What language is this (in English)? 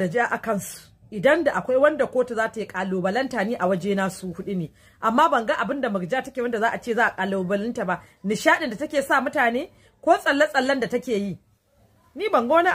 Hausa